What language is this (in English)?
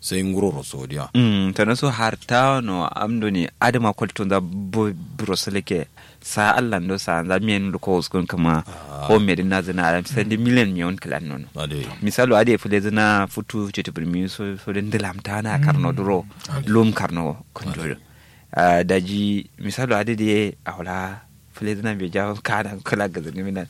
Kanuri